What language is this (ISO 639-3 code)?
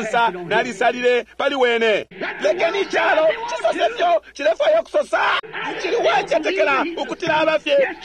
bem